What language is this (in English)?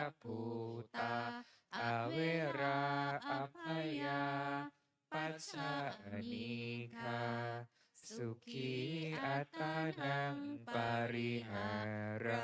Pali